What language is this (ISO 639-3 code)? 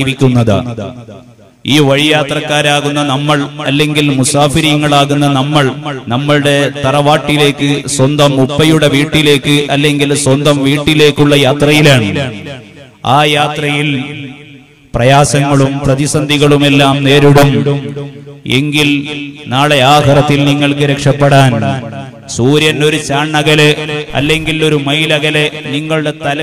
mal